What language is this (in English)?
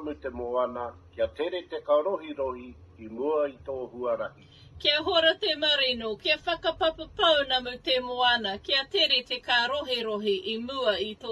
Māori